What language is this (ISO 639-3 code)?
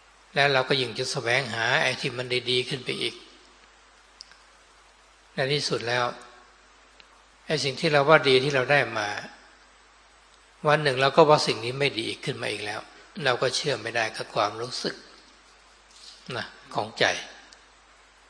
tha